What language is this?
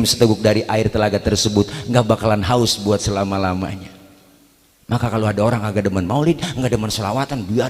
Betawi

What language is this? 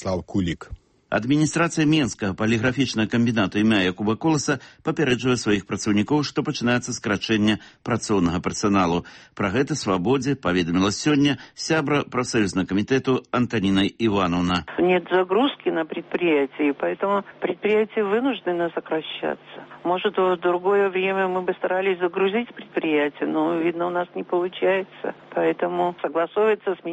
Belarusian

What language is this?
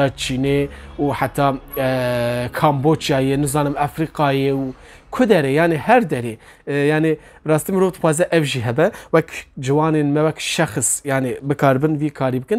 Kurdish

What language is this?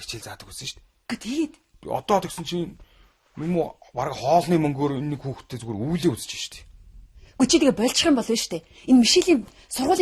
Mongolian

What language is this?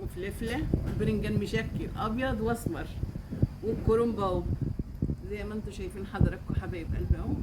Egyptian Arabic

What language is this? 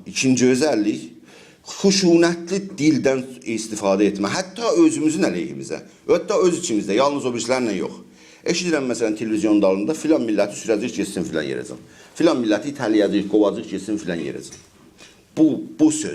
South Azerbaijani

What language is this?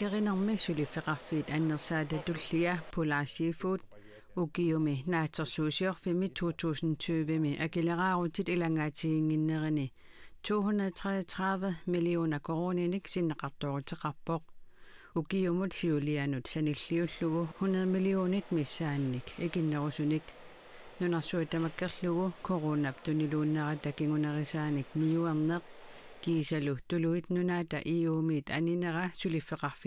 Kalaallisut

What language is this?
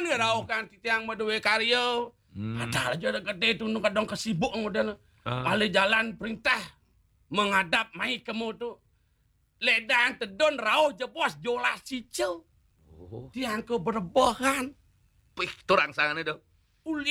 Balinese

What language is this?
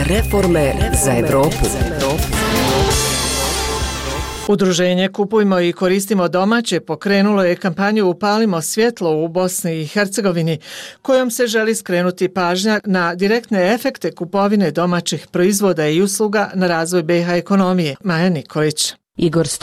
Bosnian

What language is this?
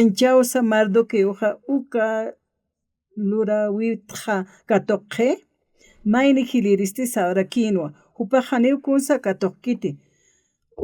Aymara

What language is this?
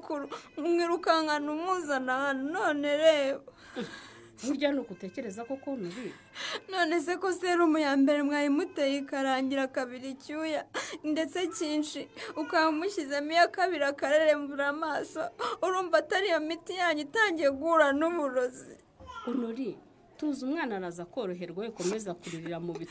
Kinyarwanda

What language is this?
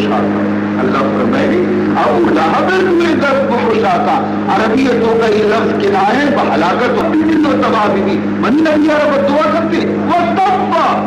Baluchi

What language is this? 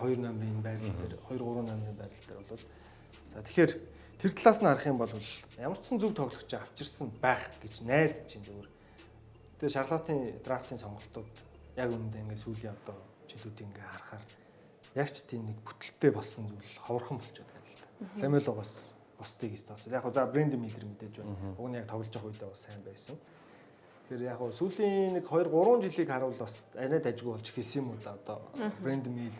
Mongolian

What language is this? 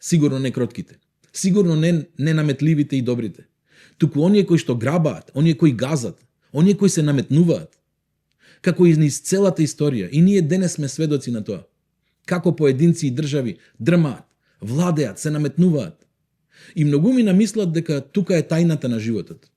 Macedonian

